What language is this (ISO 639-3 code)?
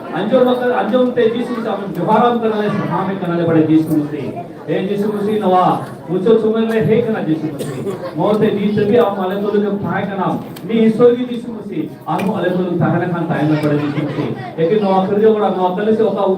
sat